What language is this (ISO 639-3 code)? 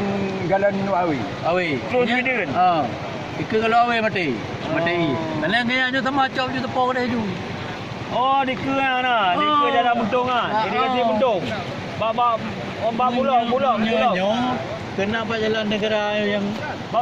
ace